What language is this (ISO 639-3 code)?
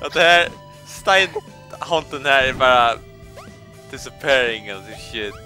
fao